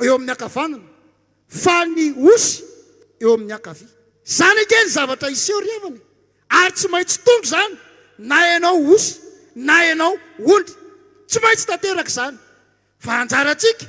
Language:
Malagasy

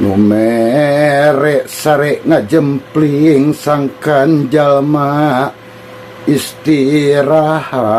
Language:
Sundanese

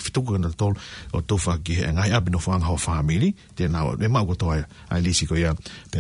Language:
Tongan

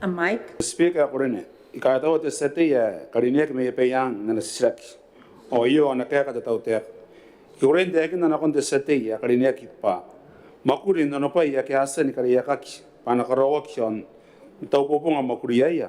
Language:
Gilbertese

